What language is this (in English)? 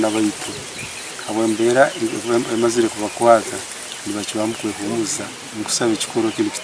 Nyankole